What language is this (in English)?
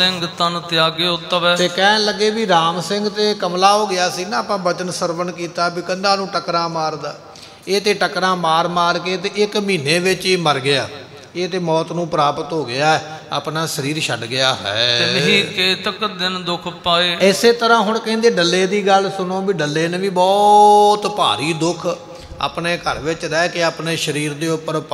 Punjabi